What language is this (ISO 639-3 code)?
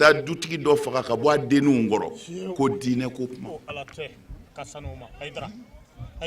bam